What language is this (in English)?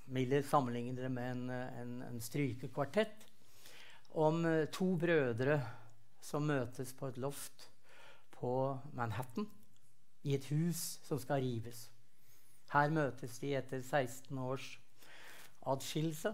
Norwegian